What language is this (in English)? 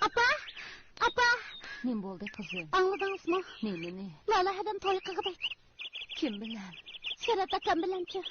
Uyghur